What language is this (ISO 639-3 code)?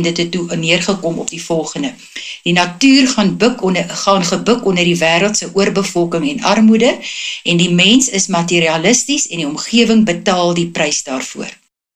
afr